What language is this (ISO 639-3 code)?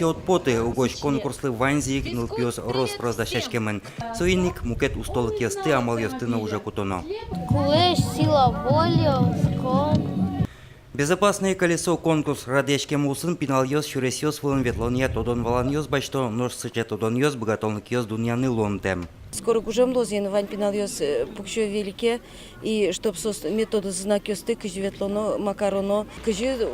udm